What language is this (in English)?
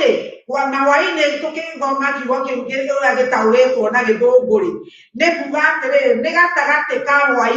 Kikuyu